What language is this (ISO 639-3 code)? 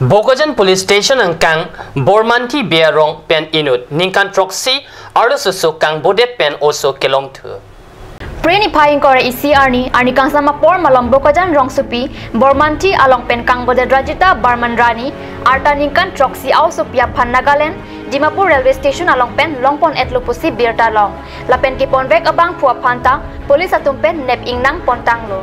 mjw